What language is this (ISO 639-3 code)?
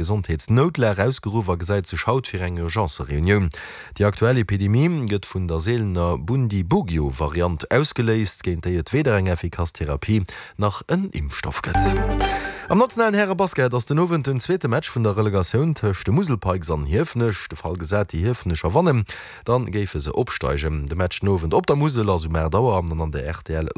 ltz